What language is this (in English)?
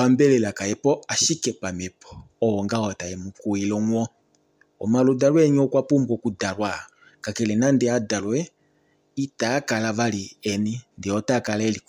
Kuanyama